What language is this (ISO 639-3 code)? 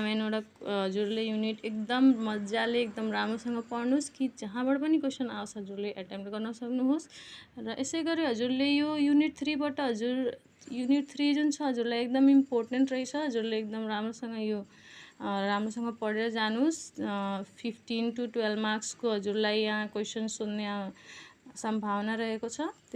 nep